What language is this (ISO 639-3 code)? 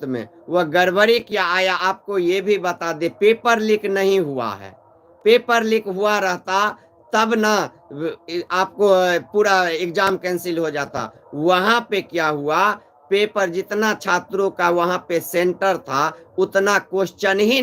mai